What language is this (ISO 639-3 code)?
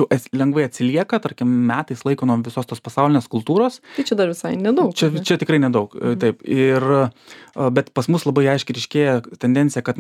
lit